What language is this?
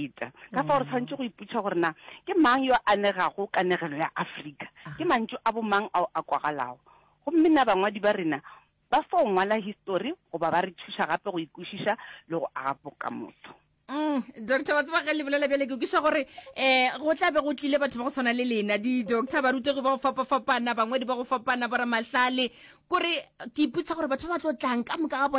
Northern Sotho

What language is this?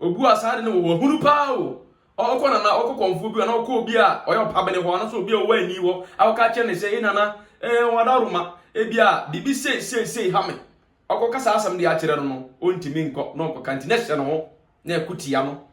Akan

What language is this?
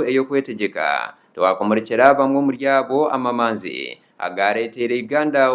Nyankole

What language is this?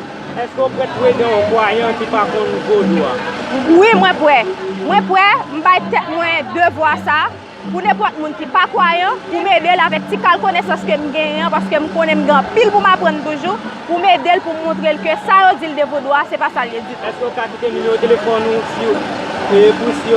Haitian Creole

